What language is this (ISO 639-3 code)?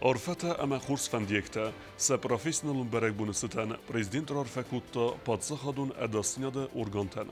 oss